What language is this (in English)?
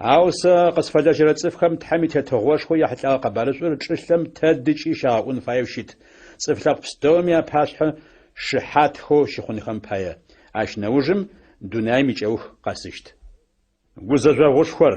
Adyghe